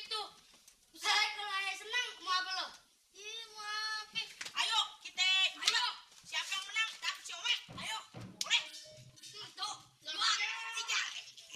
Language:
Betawi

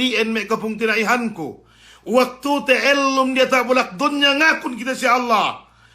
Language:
Yakan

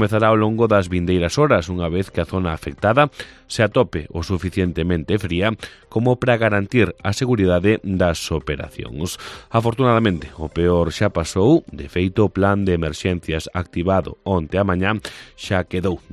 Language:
Galician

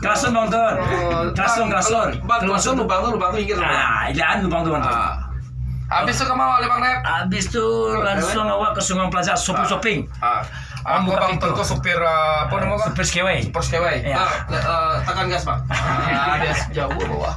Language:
Minangkabau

